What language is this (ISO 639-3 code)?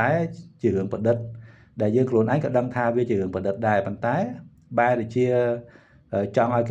khm